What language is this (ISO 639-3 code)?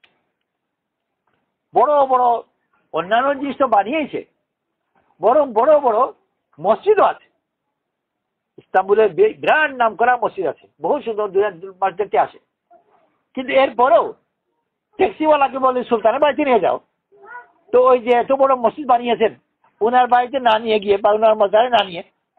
ben